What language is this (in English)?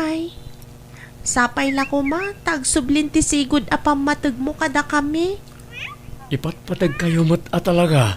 Iloko